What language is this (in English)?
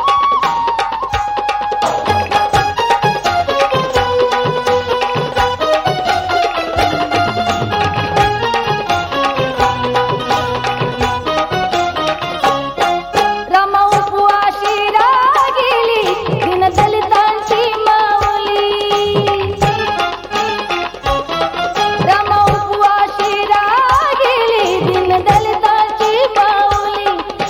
Marathi